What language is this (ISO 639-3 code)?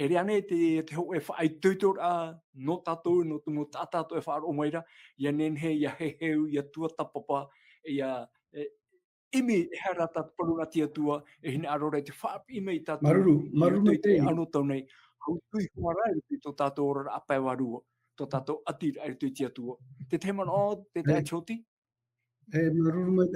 tah